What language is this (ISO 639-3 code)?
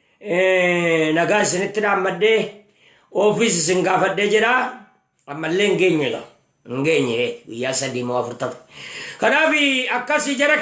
orm